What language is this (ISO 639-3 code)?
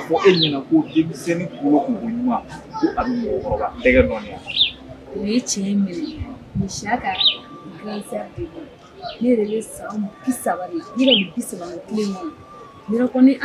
bam